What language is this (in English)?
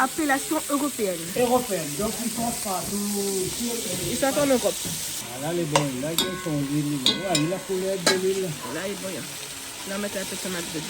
Réunion Creole French